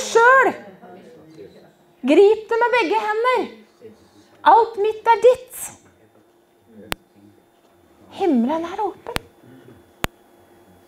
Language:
Norwegian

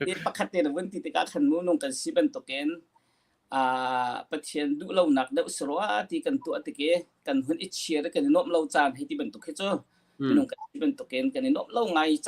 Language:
Hakha Chin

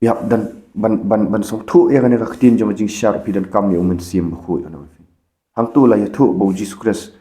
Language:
Khasi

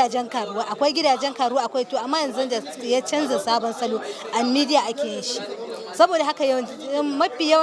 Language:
Hausa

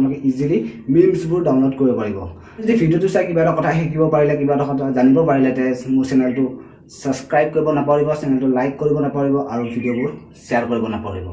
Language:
Assamese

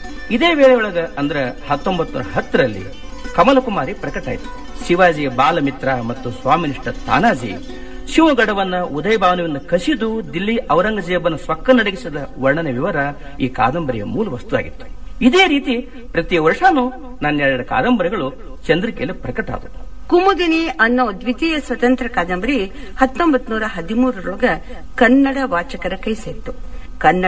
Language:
Kannada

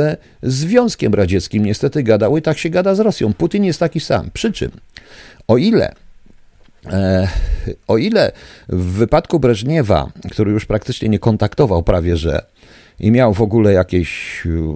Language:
Polish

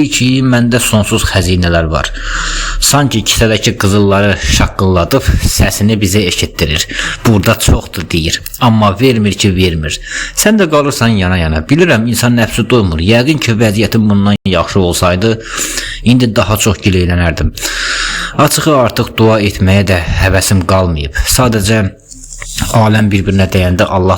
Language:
Azerbaijani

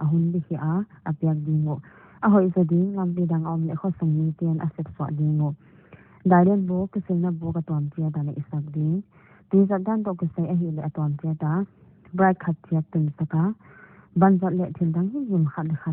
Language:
Paite Chin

